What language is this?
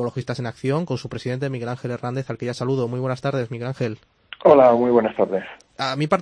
Spanish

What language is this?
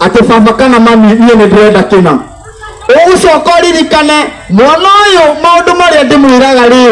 Kikuyu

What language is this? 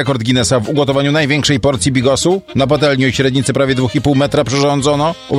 Polish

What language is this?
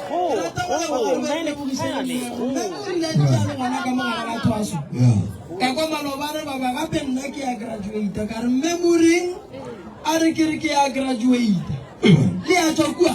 Northern Sotho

